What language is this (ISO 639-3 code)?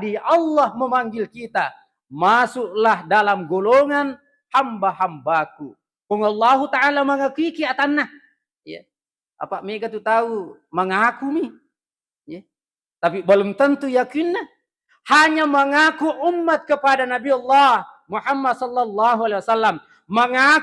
bug